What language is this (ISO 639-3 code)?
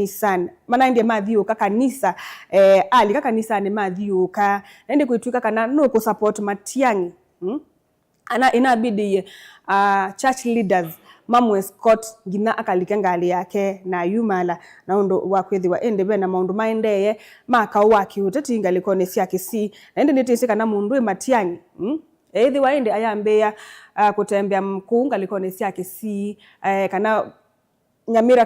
kam